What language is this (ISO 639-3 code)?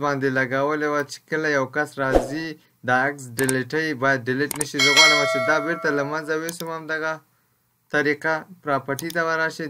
pus